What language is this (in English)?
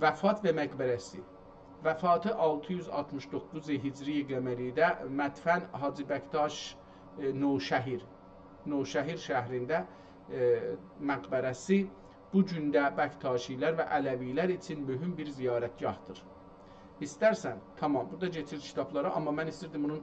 South Azerbaijani